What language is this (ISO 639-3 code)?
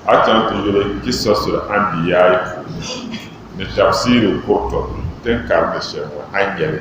dag